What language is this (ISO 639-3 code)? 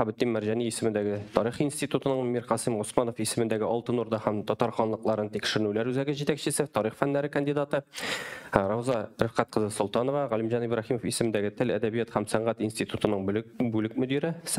tat